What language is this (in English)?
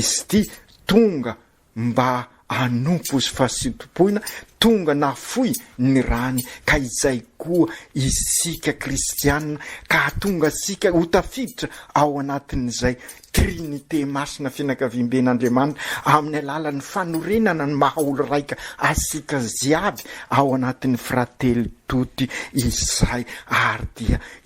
Malagasy